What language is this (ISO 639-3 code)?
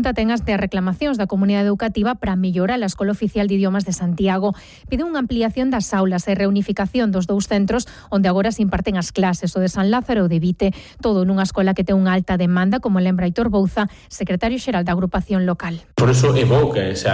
glg